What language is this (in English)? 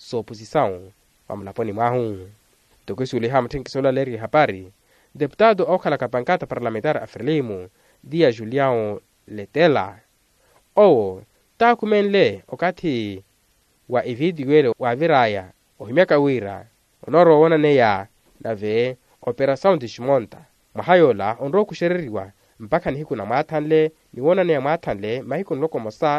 Makhuwa